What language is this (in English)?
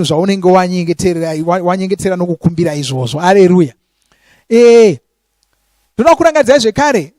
Shona